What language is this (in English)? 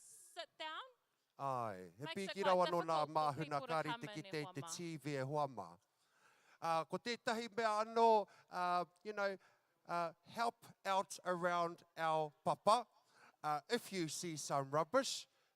Māori